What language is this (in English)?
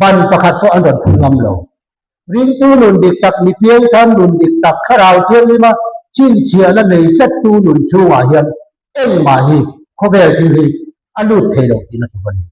Mizo